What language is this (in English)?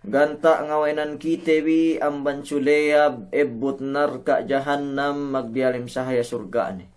Yakan